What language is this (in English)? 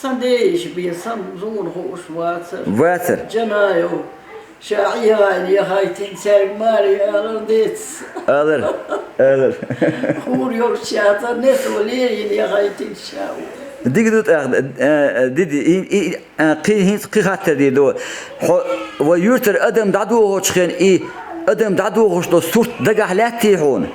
Chechen